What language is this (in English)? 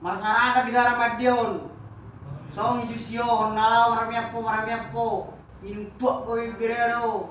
Batak Toba